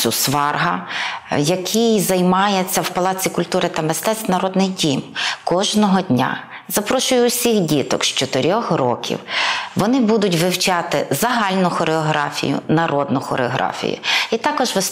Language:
Ukrainian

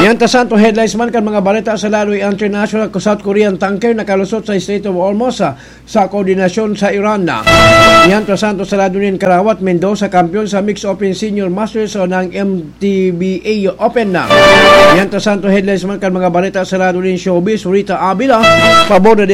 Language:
Bikol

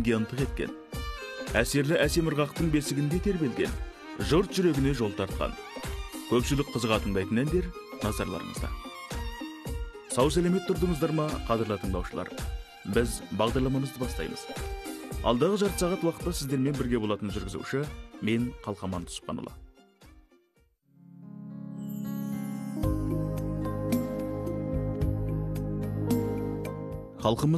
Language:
Kazakh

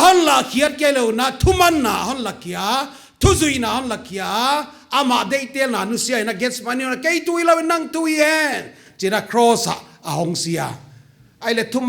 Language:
Paite Chin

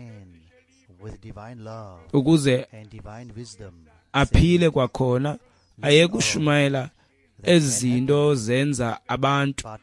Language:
Xhosa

